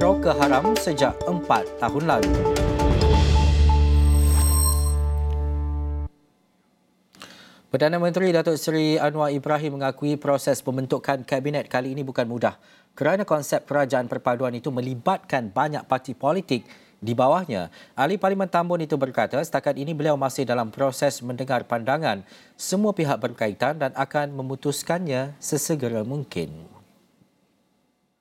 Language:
Malay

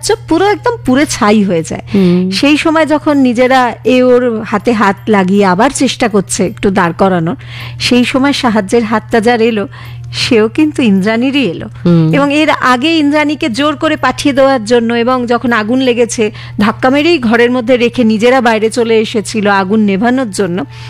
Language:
Bangla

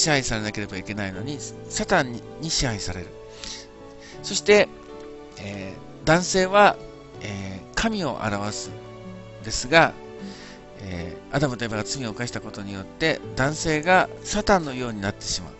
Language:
Japanese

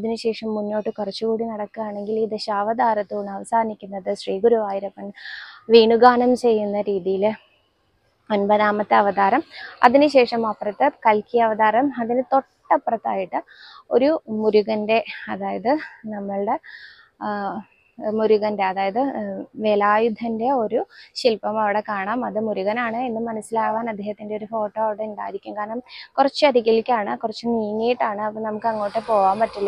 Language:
Malayalam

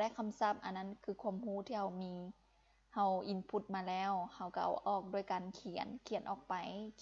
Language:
Lao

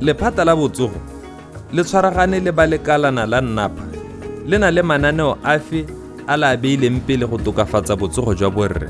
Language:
Tswana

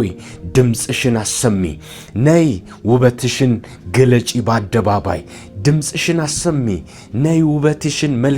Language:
Amharic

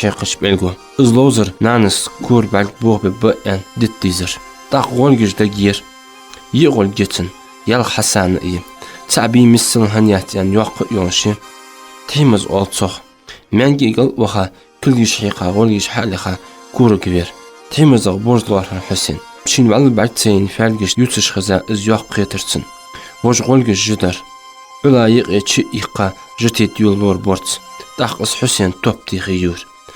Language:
Ingush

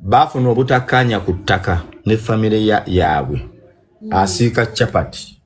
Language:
Ganda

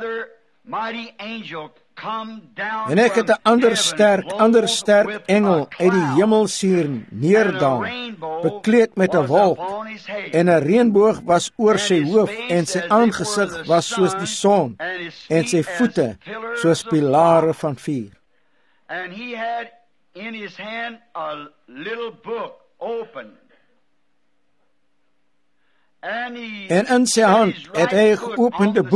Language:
Afrikaans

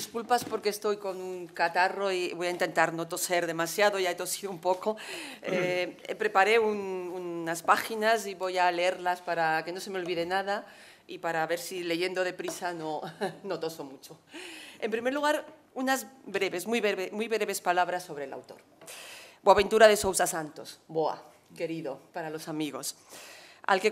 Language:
Spanish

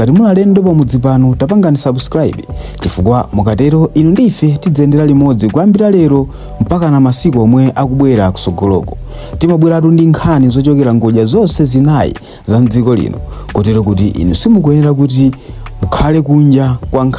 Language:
Nyanja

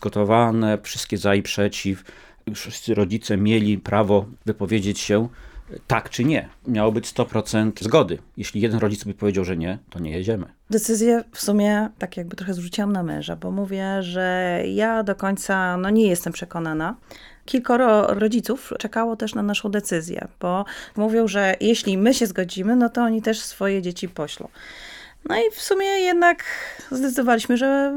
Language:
Polish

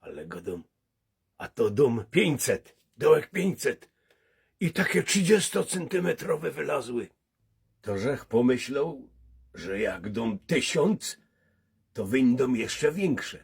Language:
Silesian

